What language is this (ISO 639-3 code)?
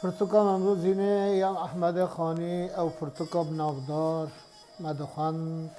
kur